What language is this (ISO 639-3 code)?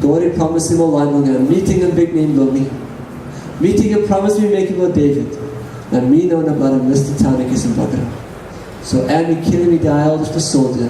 tpi